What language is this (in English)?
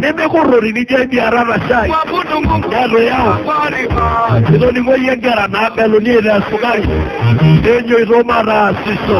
Masai